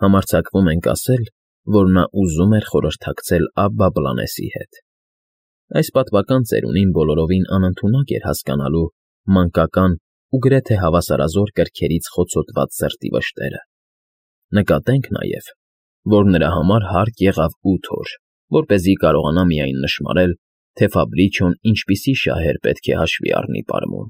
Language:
Armenian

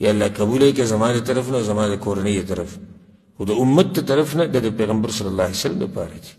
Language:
Pashto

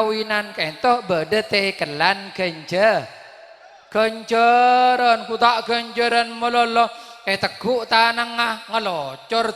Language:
Madurese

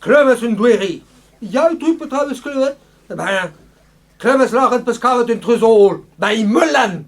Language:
Breton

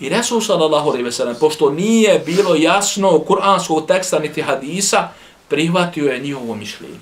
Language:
Bosnian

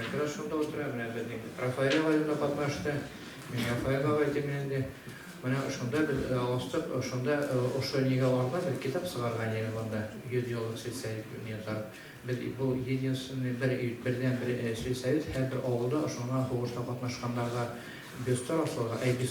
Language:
Bashkir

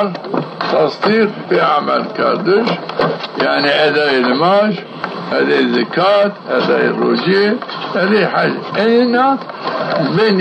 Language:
Zaza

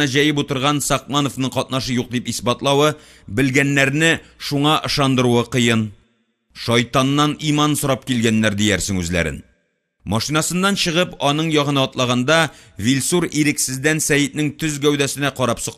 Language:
Tatar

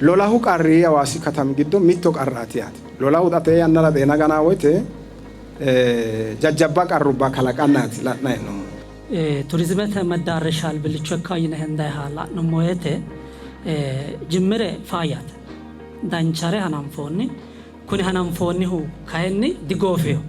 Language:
Sidamo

